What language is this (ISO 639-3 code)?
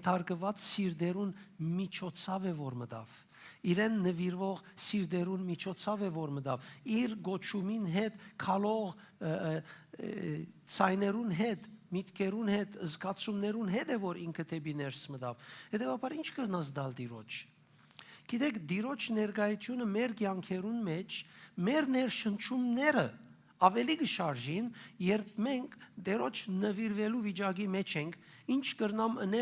hyw